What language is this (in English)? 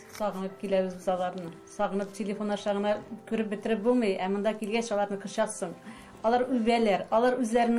Tatar